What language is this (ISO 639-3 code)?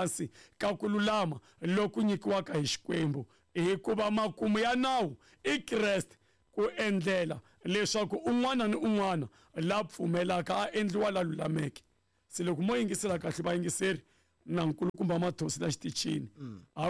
tso